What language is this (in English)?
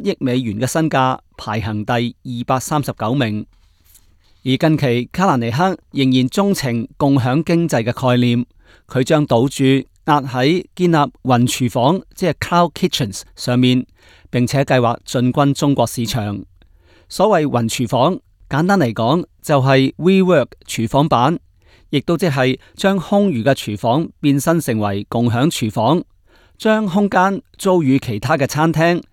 Cantonese